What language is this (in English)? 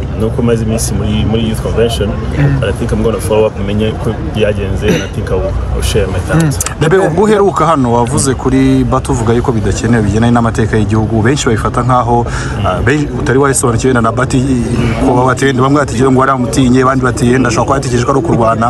Kinyarwanda